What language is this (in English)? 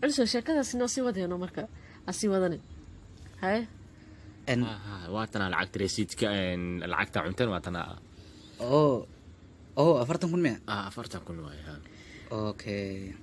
Somali